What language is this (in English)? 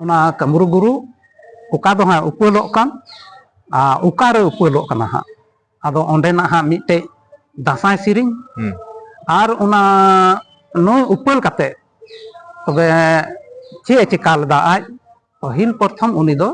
Santali